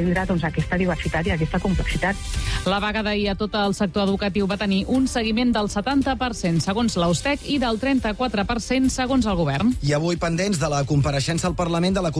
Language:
Catalan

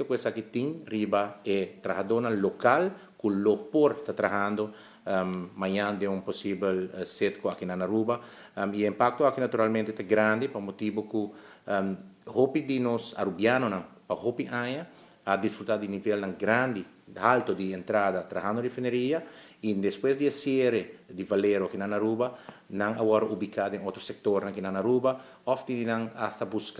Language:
Papiamento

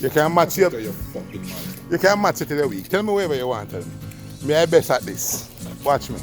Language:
Jamaican Creole English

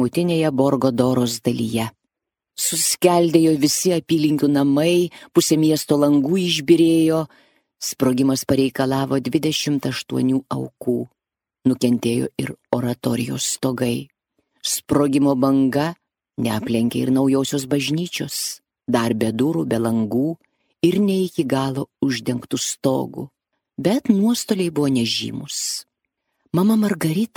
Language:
Lithuanian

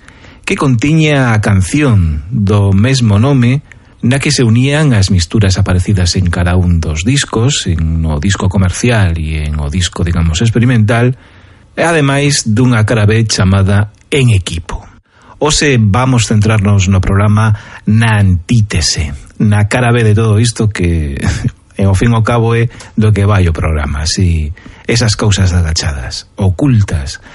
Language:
Galician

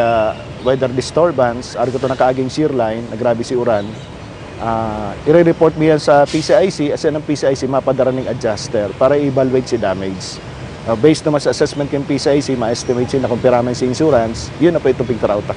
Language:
Bikol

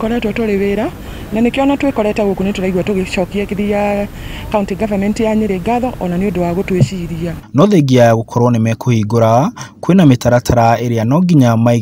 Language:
Kikuyu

